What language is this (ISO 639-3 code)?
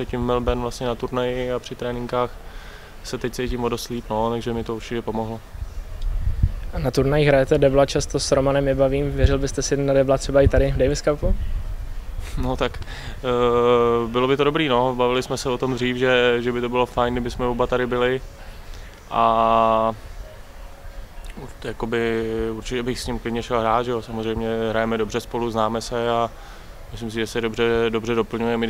ces